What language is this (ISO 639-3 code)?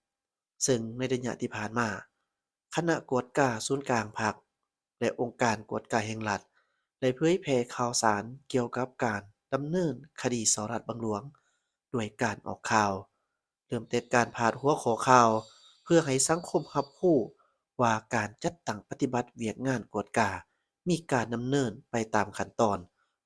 lao